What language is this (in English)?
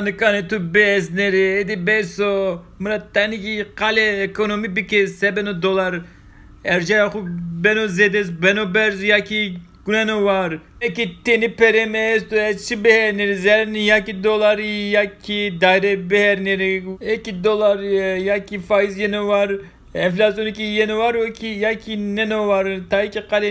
Zaza